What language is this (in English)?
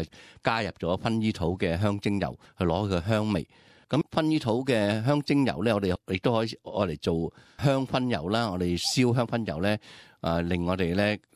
Cantonese